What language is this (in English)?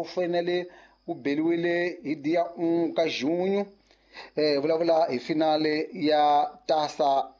Tsonga